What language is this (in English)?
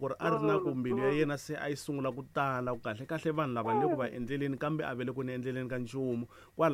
Tsonga